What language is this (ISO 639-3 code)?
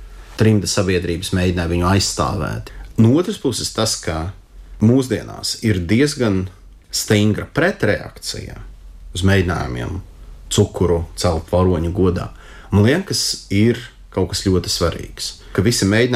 lav